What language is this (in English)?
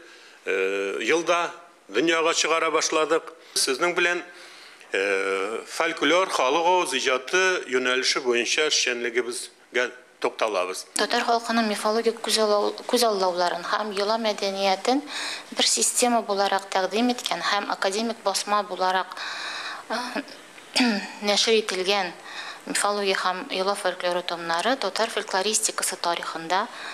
Tatar